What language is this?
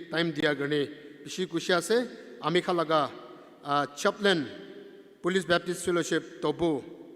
Naga Pidgin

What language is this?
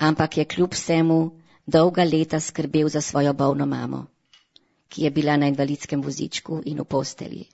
Slovenian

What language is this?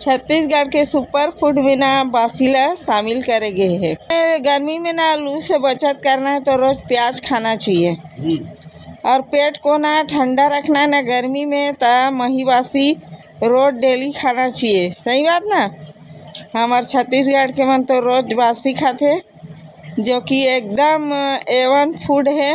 Chhattisgarhi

